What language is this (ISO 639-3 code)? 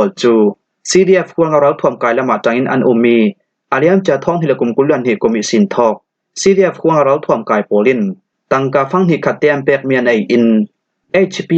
cfm